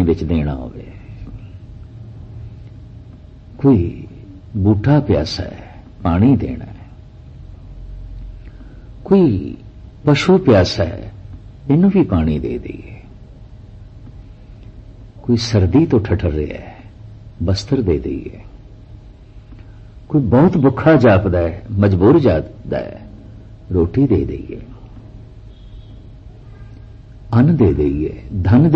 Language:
Punjabi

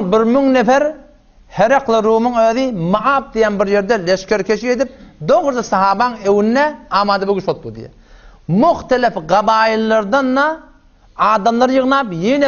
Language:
Turkmen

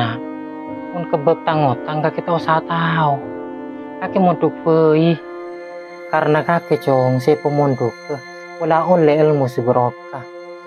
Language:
Madurese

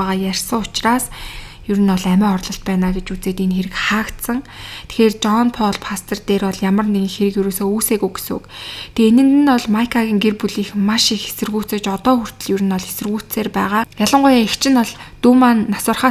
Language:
Mongolian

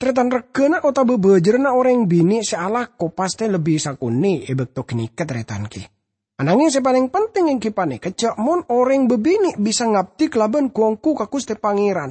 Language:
Madurese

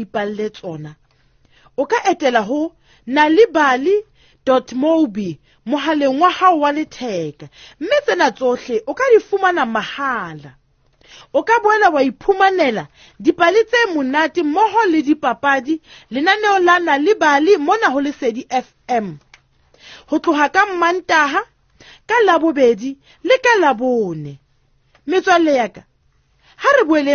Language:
Southern Sotho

